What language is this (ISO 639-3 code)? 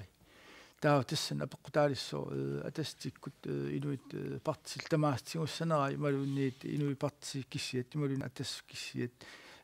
kal